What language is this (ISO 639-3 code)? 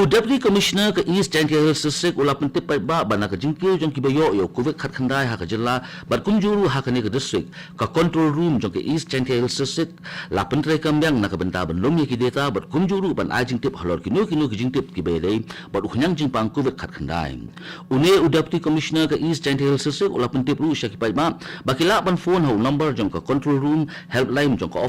kha